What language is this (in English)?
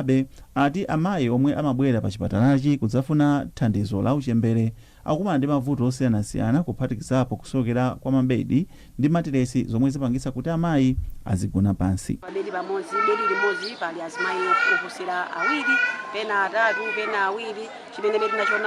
Nyanja